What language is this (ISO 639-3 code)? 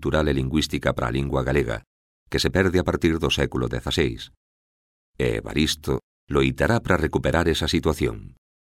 glg